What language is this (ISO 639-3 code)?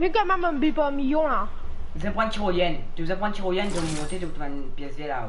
mfe